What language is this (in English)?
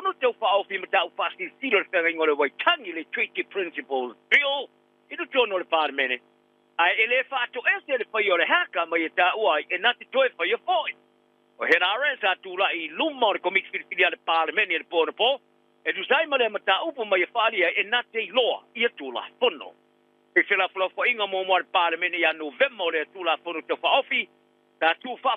Samoan